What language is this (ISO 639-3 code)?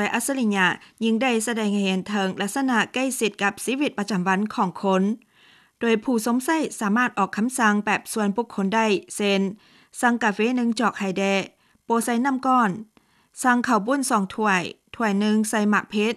lao